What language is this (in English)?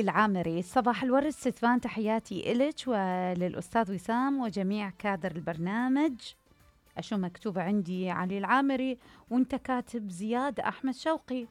Mesopotamian Arabic